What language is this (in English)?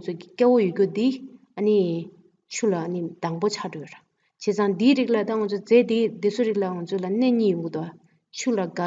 Tibetan